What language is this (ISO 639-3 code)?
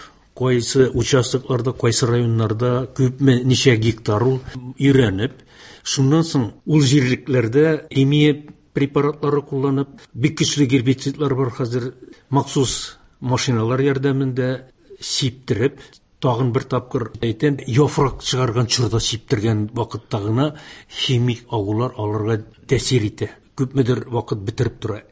tat